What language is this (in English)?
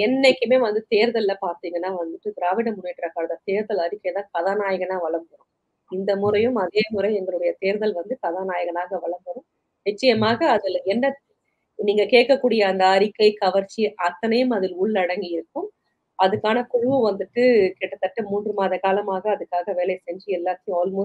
Tamil